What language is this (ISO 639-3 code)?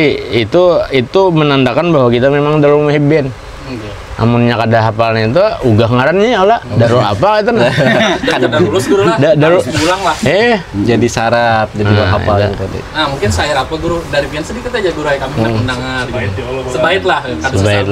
bjn